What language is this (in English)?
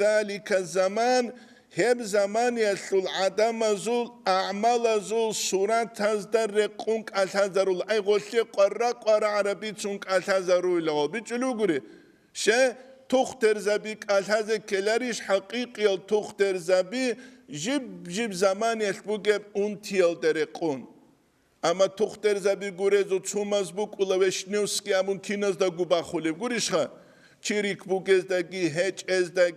Avaric